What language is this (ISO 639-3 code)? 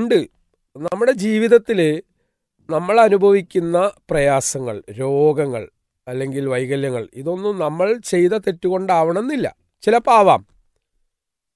mal